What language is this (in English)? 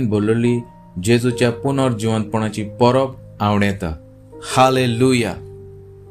Konkani